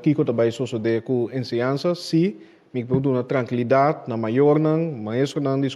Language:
Papiamento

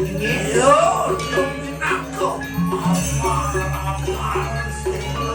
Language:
Balinese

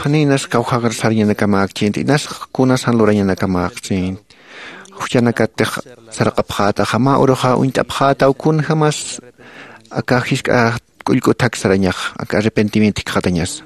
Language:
Aymara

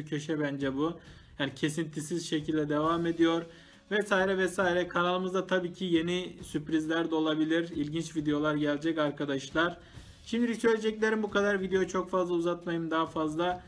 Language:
Turkish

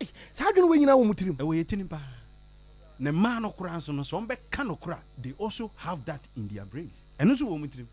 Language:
Akan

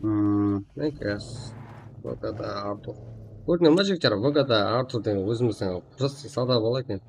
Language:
Kara-Kalpak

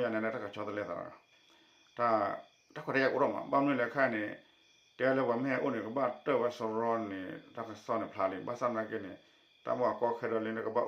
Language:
S'gaw Karen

